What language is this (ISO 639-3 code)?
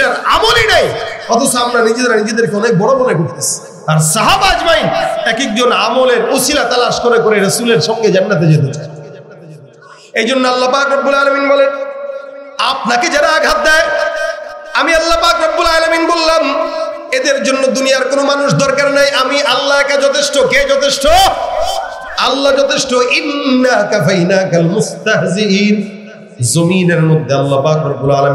ben